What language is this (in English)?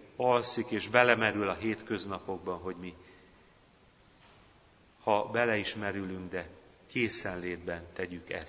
Hungarian